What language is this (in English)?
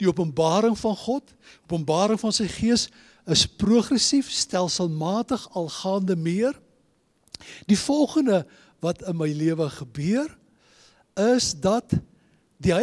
Afrikaans